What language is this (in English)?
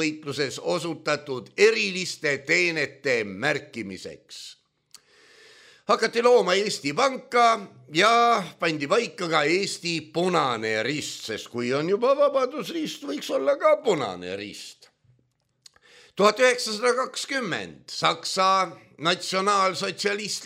Estonian